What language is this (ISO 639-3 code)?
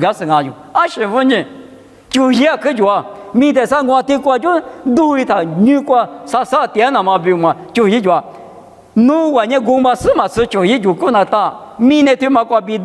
lis